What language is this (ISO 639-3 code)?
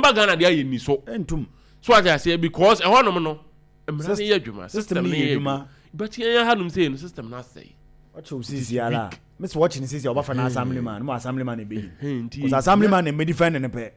aka